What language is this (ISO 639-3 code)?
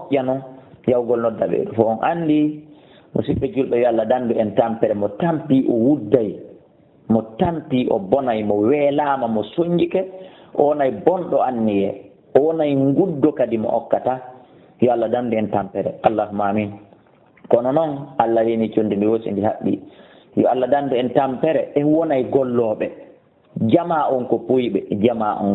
ful